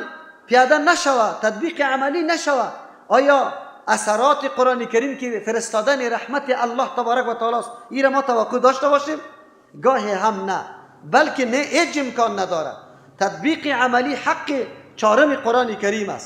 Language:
Persian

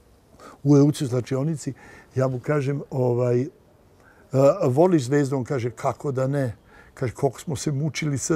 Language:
Serbian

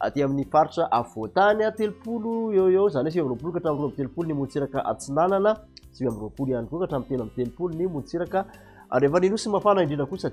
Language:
Malagasy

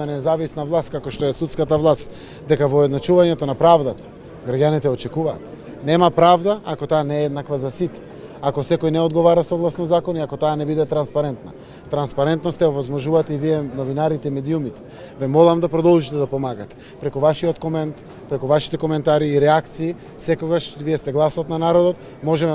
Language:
Macedonian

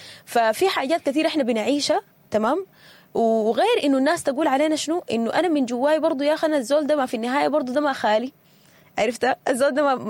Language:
Sudanese Arabic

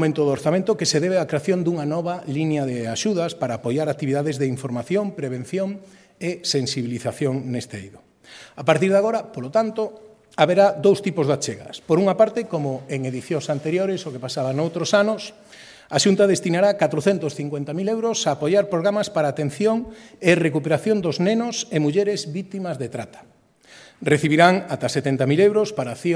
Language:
Galician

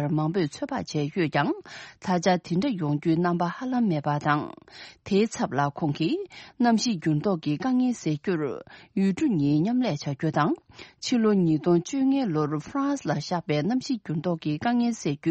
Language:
Tibetan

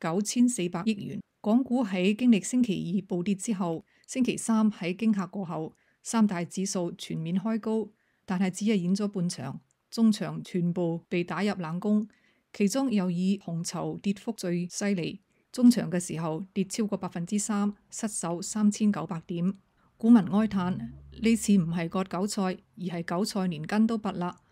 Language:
Cantonese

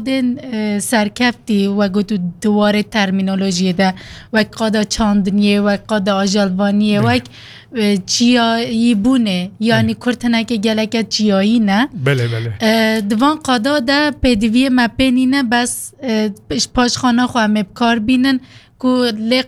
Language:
Kurdish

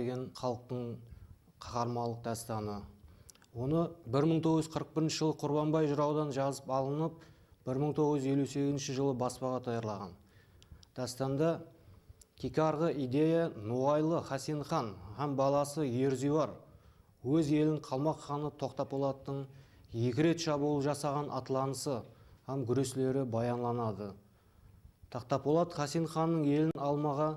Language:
Kara-Kalpak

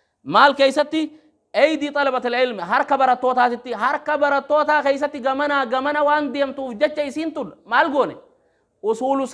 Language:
Oromo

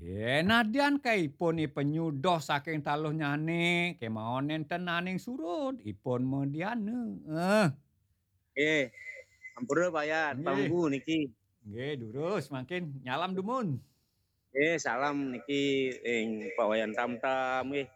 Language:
Balinese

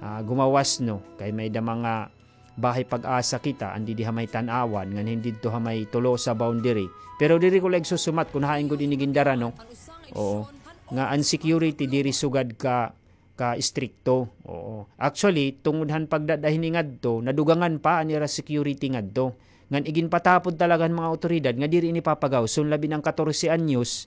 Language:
Waray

